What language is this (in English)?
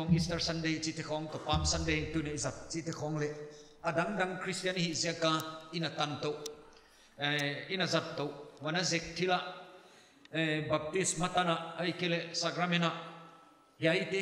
Paite Chin